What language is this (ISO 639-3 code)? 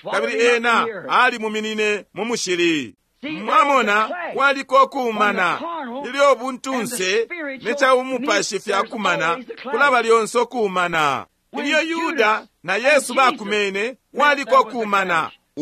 bem